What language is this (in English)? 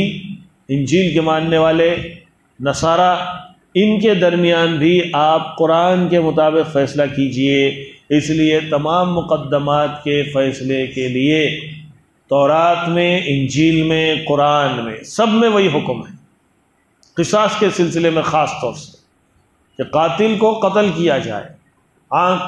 Urdu